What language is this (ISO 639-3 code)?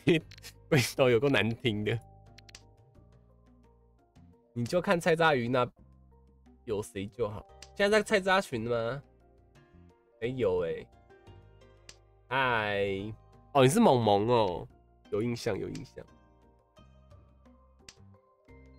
zho